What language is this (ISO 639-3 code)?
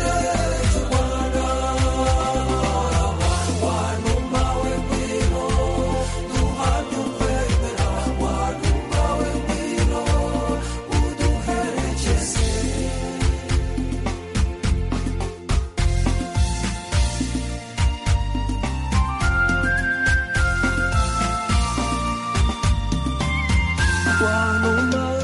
kin